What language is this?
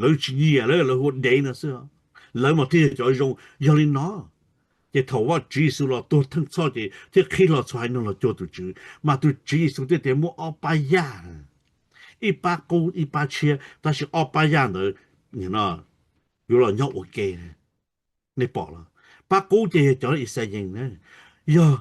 Hmong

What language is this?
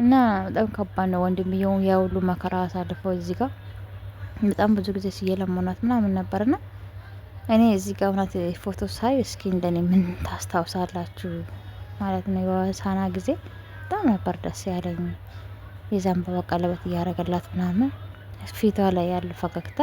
Amharic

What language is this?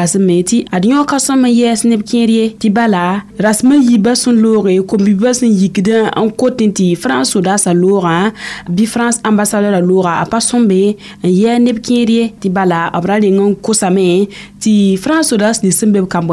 Mossi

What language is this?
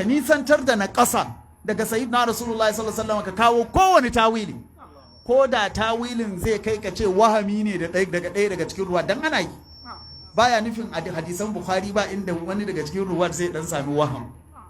Hausa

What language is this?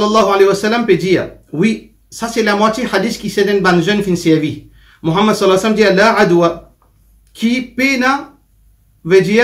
Morisyen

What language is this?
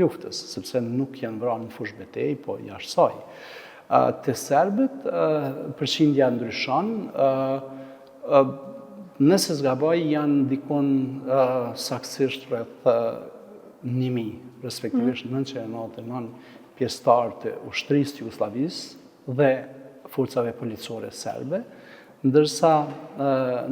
Albanian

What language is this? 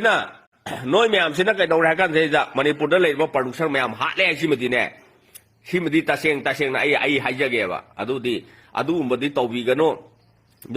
Manipuri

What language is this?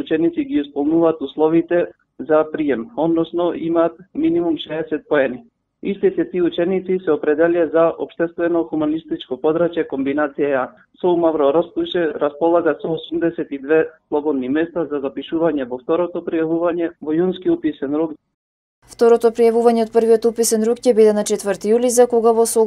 Macedonian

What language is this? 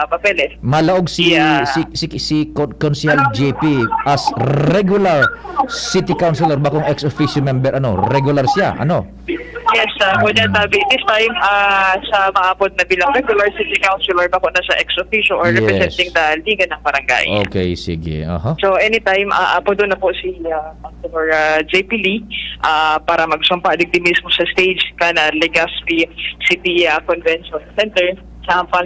Bikol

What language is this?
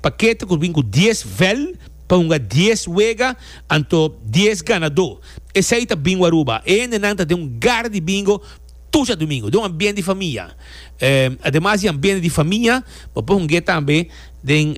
Papiamento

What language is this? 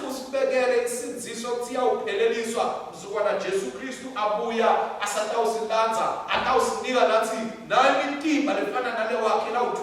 Swati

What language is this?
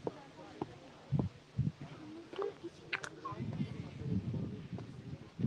Turkish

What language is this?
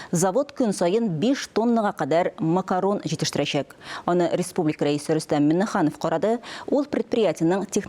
Tatar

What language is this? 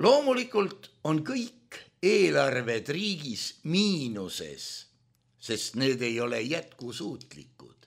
Estonian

